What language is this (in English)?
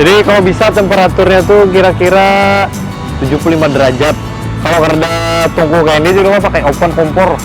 Banjar